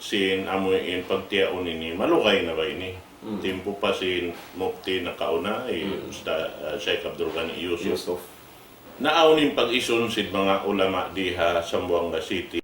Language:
Tausug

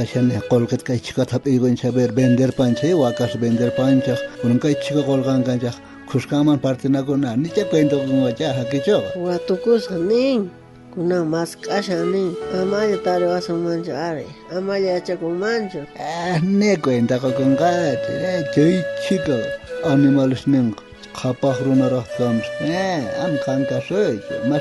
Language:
South Bolivian Quechua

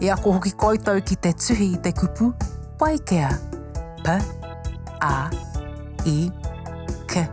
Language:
Māori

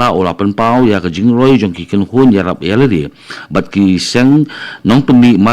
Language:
Khasi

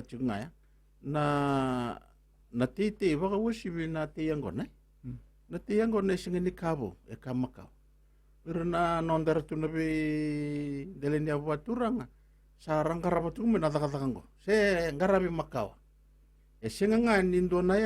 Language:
Fijian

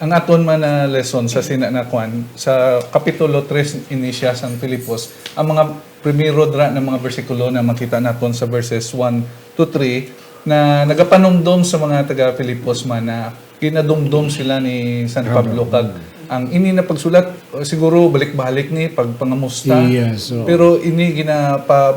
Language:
Hiligaynon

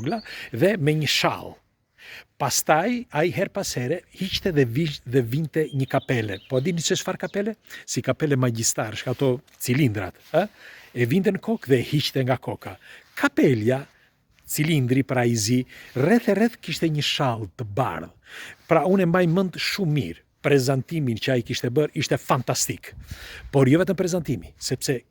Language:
Albanian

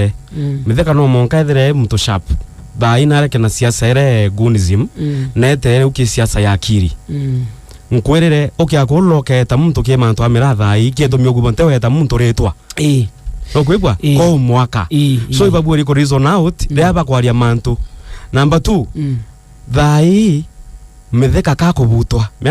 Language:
Meru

